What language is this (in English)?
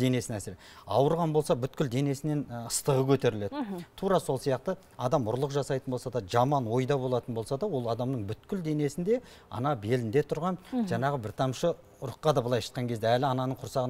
Kazakh